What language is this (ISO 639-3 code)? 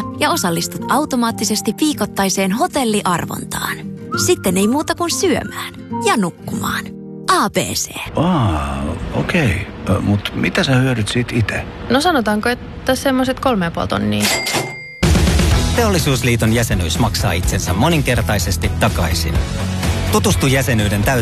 fin